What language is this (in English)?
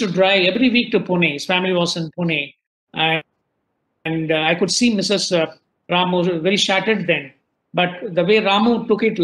English